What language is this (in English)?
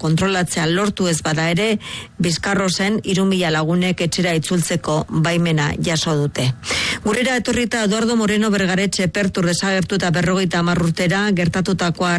Basque